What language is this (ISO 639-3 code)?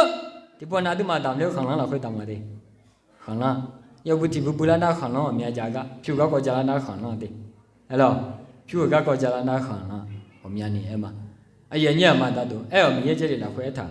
ahk